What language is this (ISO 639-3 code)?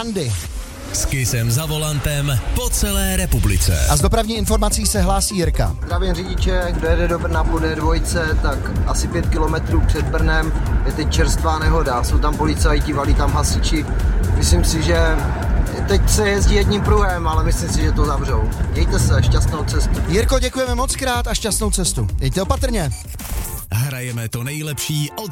ces